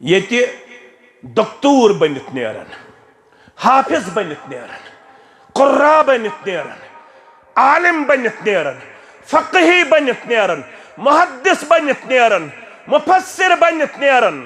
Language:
Kashmiri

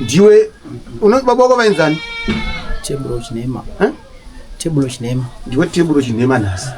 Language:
Shona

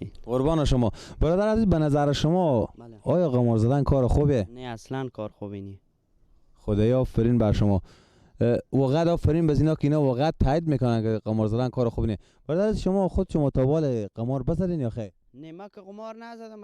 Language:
Persian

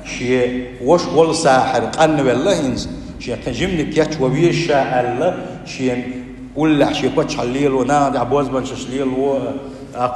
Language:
Chechen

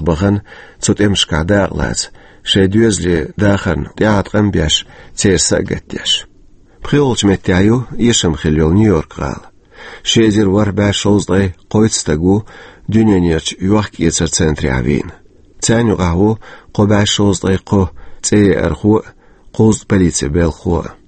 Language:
Chechen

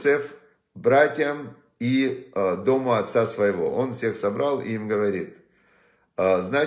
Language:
Russian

